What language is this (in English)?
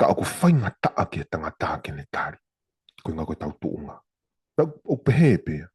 Tongan